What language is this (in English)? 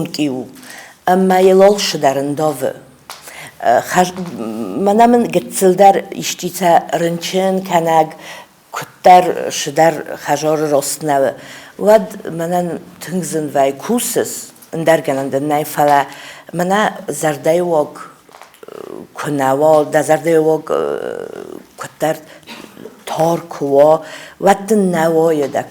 Ossetic